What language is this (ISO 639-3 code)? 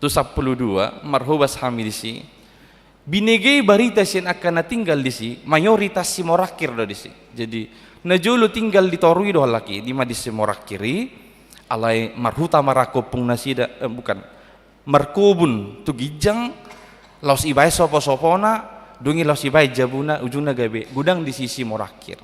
bbc